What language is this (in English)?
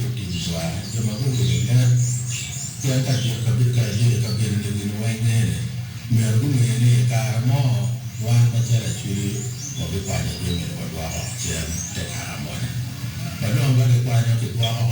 Acoli